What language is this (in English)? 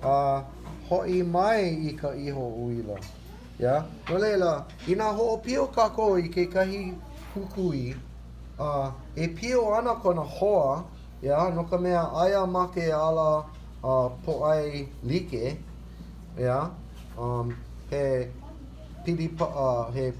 Hawaiian